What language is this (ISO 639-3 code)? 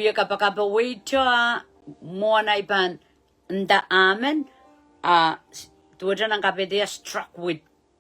pon